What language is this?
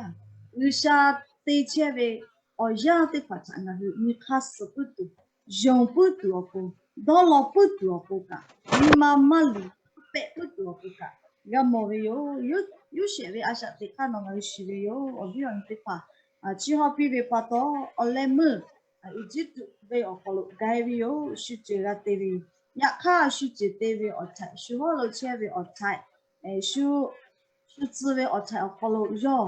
Lahu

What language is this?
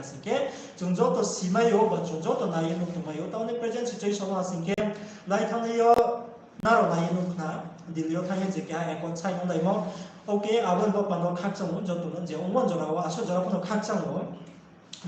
Riang (India)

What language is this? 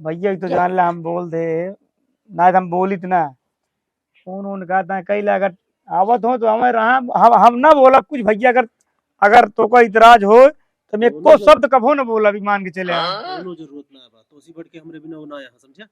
Awadhi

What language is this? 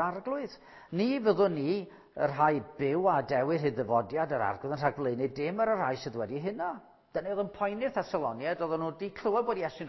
Welsh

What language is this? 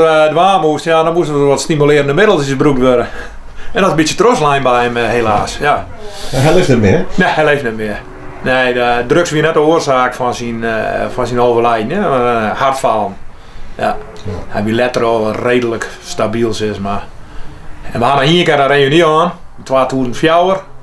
Western Frisian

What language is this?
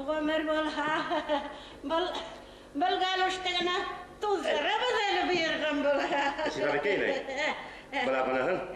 Bashkir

